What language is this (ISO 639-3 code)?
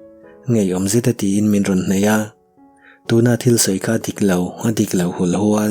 lus